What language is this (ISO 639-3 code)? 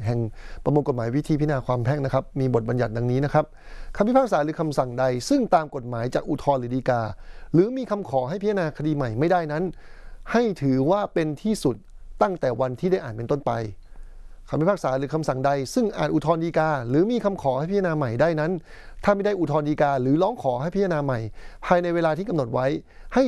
tha